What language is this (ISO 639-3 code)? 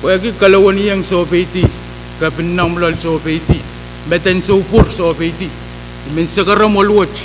pon